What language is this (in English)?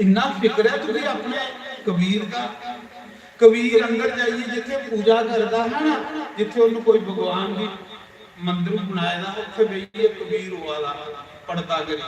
Dogri